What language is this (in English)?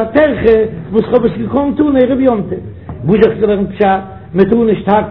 Yiddish